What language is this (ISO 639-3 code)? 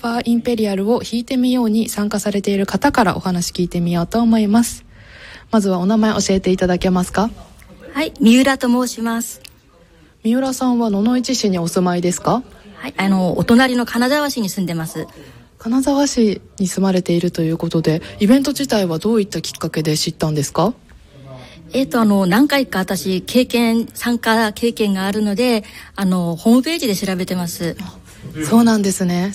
jpn